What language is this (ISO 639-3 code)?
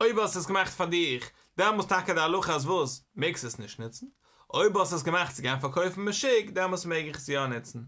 yid